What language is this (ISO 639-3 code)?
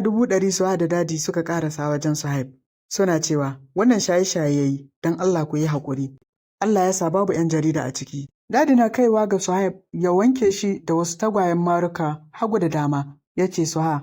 hau